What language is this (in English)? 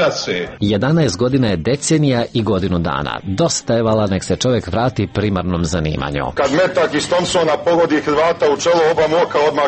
Serbian